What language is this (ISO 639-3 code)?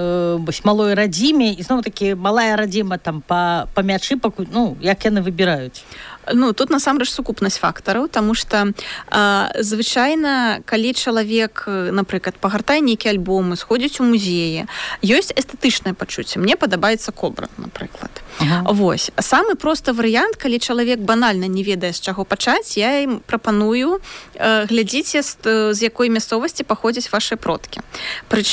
bel